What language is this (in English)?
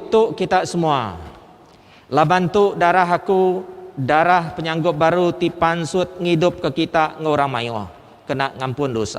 Iban